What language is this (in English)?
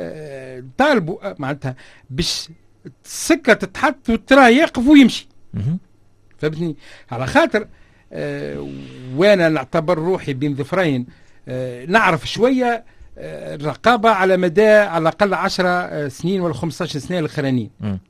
Tunisian Arabic